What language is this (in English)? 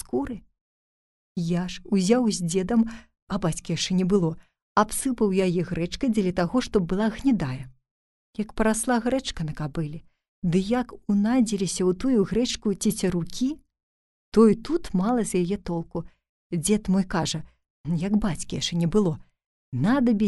Belarusian